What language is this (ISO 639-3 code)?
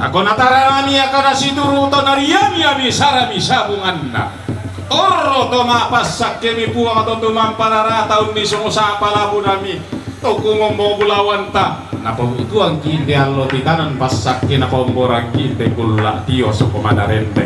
sda